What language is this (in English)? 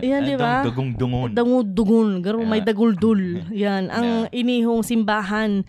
Bikol